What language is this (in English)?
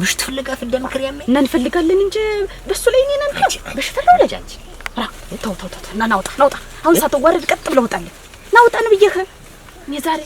Amharic